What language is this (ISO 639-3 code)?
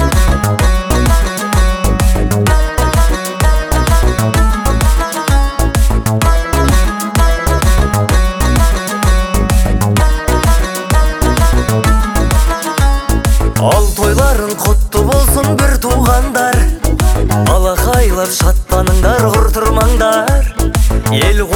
kaz